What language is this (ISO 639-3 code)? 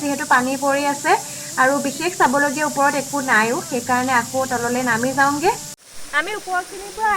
asm